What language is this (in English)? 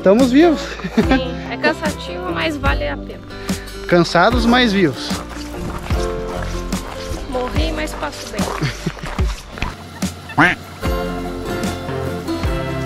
Portuguese